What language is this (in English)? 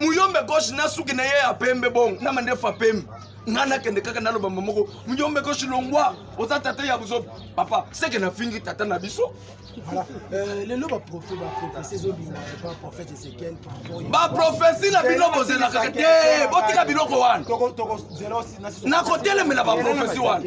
Lingala